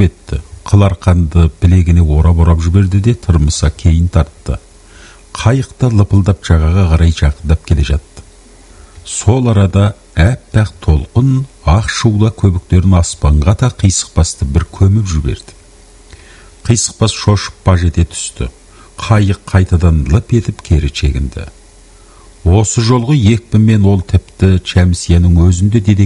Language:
Kazakh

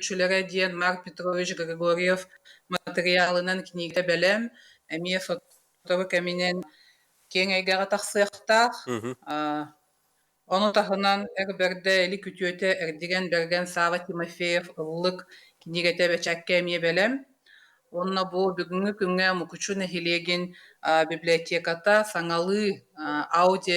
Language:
Yakut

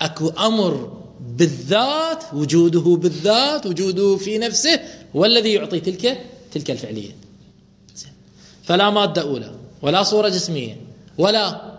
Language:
Mesopotamian Arabic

